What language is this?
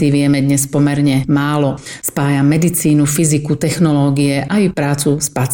Slovak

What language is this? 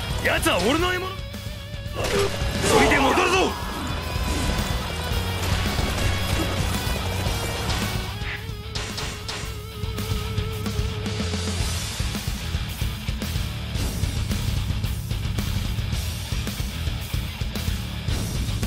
Japanese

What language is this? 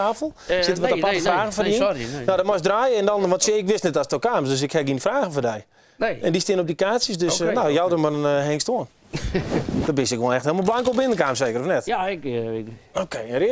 Western Frisian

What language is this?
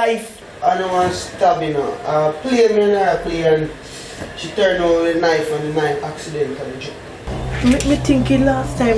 Jamaican Creole English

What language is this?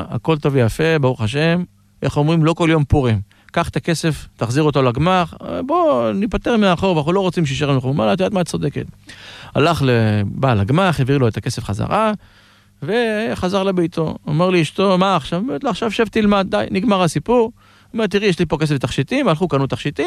Hebrew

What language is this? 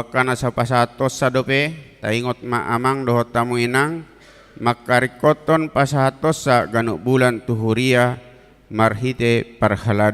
Batak Toba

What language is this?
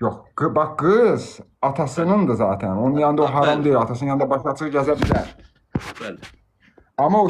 Azerbaijani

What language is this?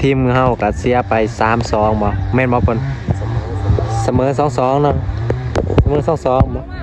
Lao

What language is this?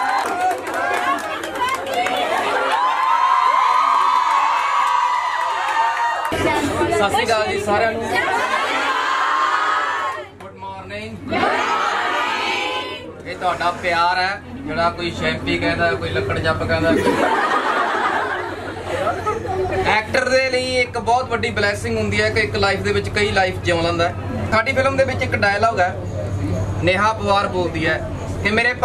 Punjabi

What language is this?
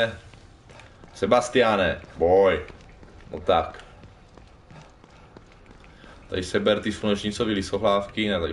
Czech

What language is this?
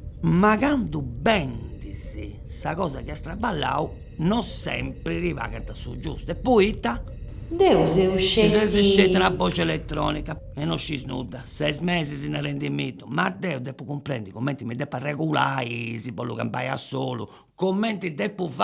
Sardinian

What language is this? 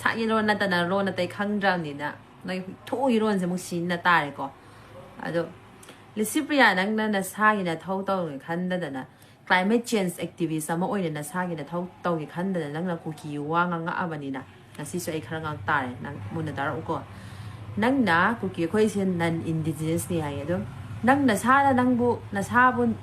Manipuri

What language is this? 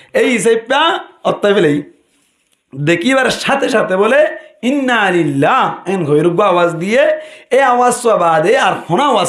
Rohingya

